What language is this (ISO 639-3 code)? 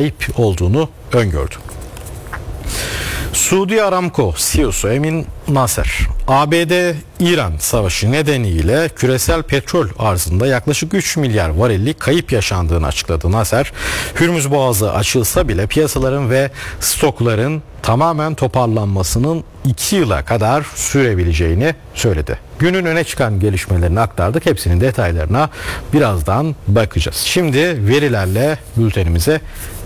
tur